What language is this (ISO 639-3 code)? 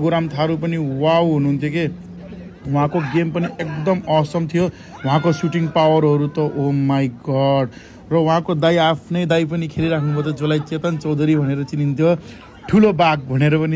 nep